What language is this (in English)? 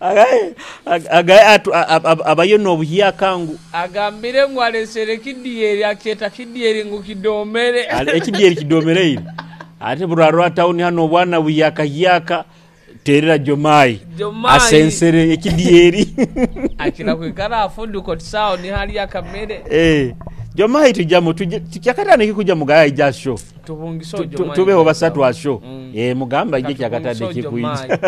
Nyoro